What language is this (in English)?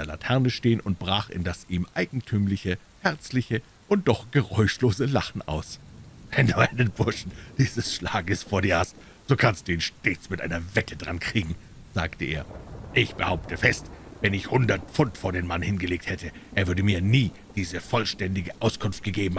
German